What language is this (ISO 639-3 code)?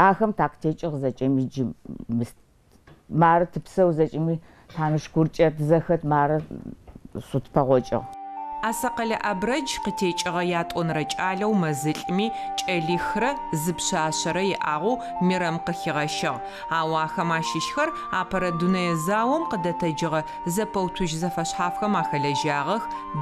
ady